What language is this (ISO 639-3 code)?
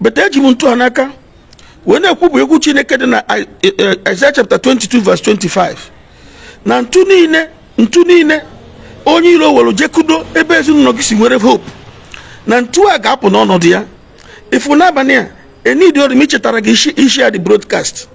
ibo